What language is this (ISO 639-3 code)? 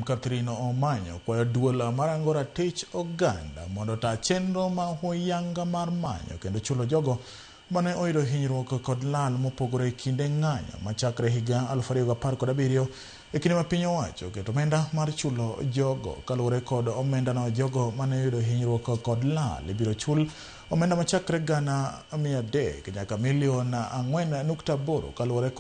luo